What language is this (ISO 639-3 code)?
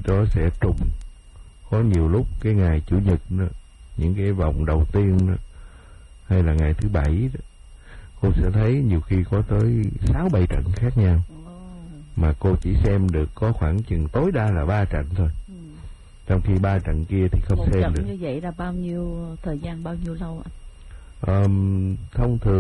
vie